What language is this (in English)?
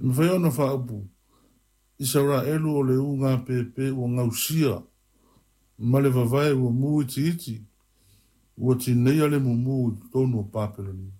Samoan